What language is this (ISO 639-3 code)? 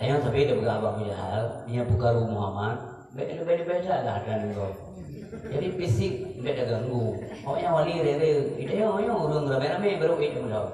ace